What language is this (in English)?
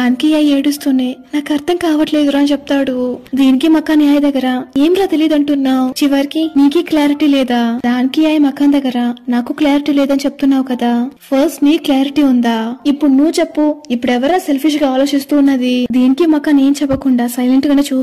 Telugu